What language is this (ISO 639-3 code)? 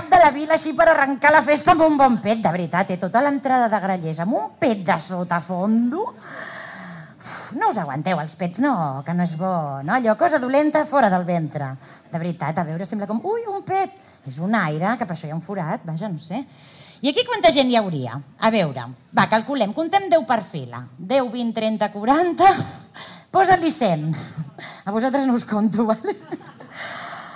cat